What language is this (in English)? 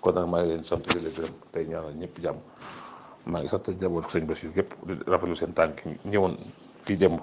Wolof